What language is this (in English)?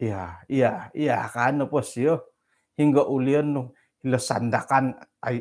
Central Dusun